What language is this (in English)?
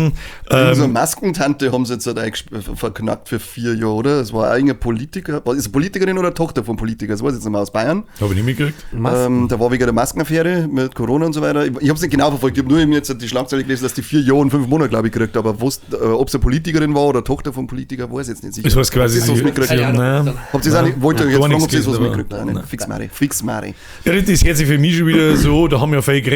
Bavarian